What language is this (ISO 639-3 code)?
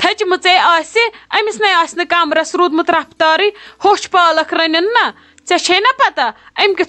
kas